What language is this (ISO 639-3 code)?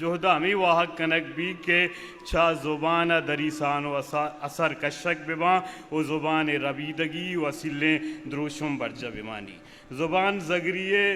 bgp